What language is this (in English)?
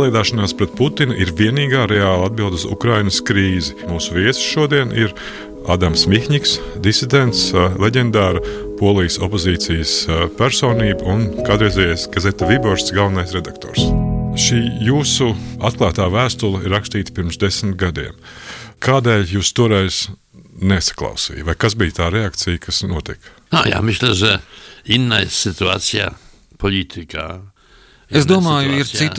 Latvian